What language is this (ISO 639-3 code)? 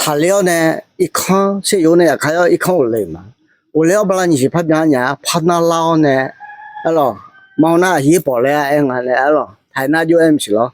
ahk